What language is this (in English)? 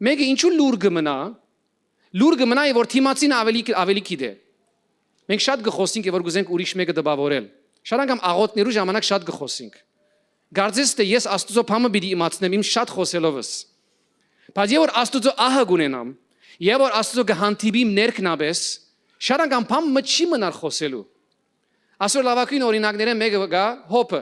Western Armenian